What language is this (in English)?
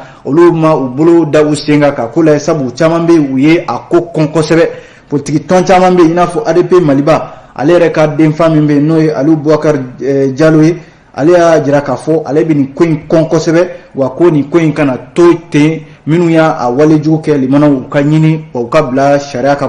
Bambara